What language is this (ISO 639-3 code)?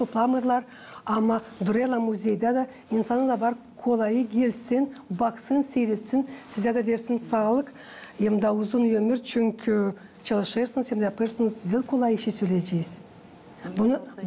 gag